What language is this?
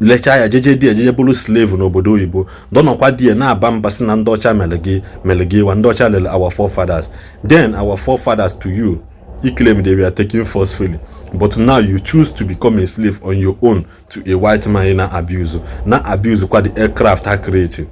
Igbo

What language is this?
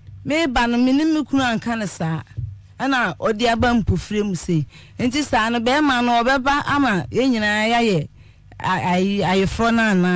Akan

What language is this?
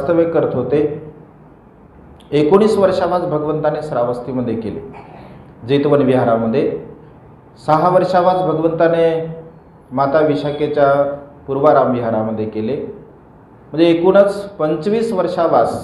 Marathi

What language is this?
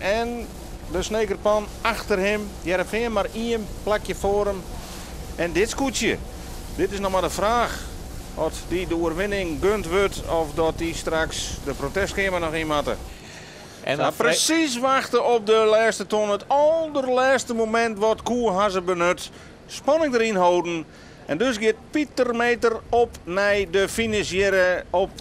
Western Frisian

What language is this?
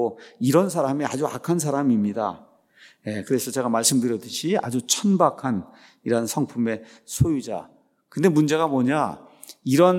Korean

